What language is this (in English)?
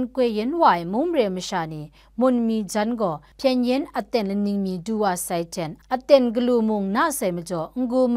Kachin